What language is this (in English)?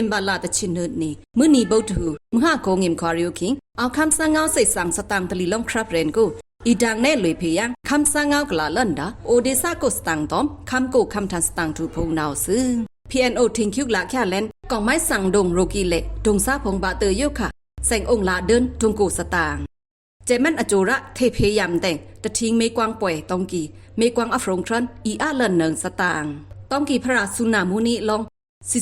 Pa'o Karen